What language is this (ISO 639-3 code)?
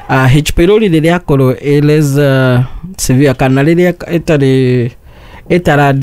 kik